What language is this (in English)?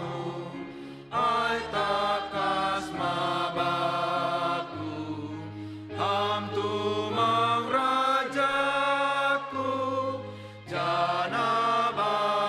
Batak Simalungun